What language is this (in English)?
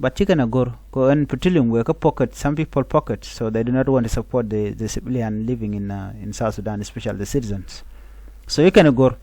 Nuer